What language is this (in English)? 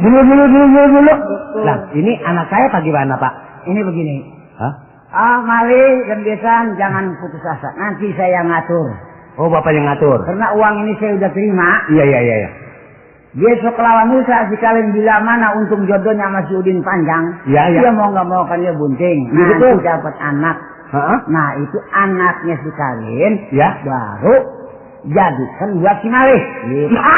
Betawi